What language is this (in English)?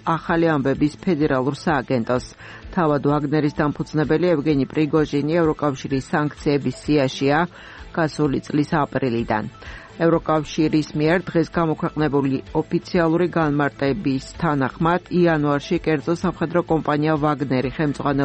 Georgian